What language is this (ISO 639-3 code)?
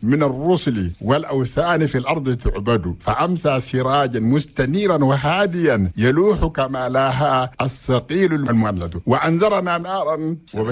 shu